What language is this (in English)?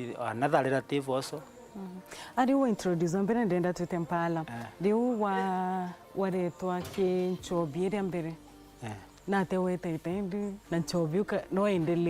Meru